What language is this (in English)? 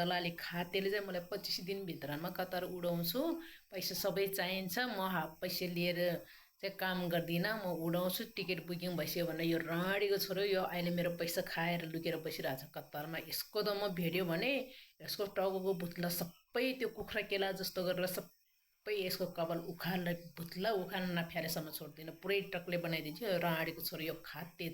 Nepali